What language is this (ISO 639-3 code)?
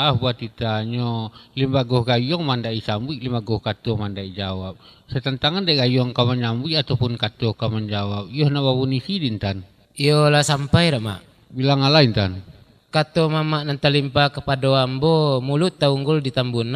min